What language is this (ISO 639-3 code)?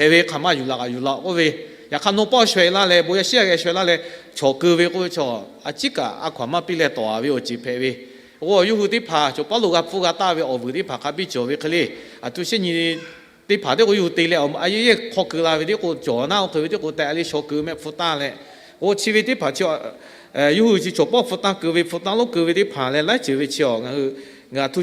lhu